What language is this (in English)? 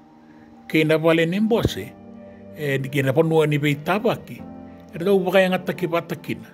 Fijian